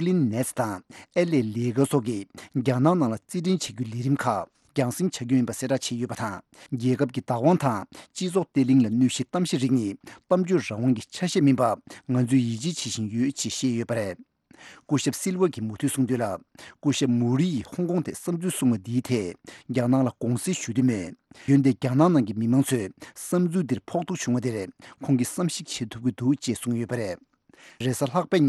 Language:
Tibetan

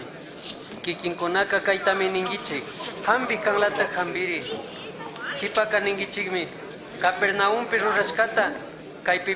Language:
Chimborazo Highland Quichua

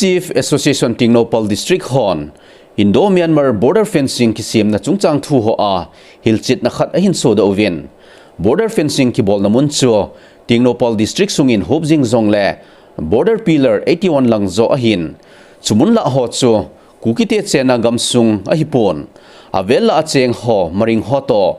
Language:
Thado Chin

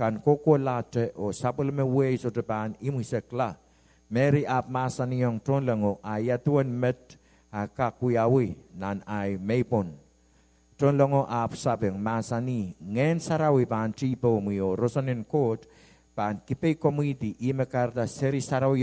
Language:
Pohnpeian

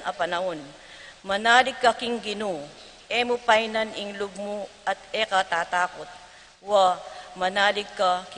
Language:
Pampanga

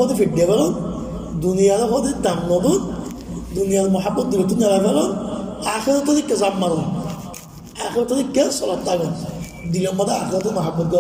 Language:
Rohingya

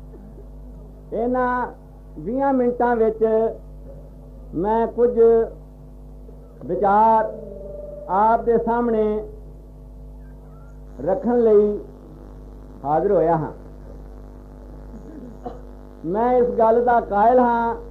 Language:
Punjabi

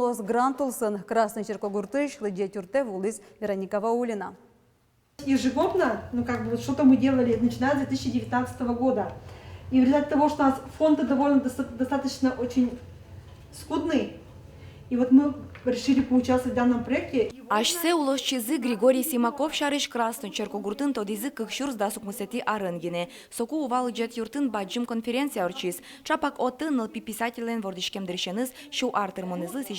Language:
Udmurt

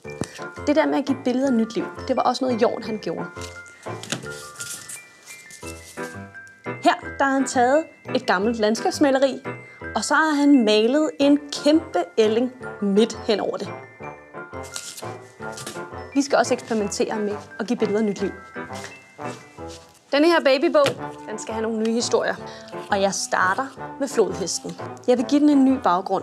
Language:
Danish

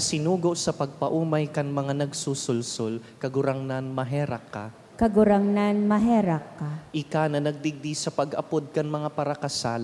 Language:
Bikol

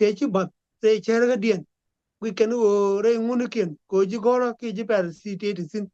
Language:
Nuer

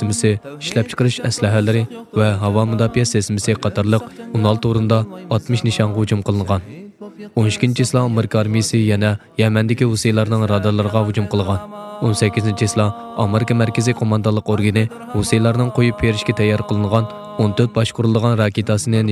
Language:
Uyghur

